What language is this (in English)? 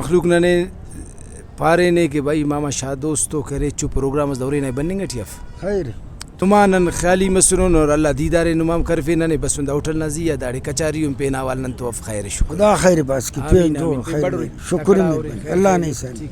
Brahui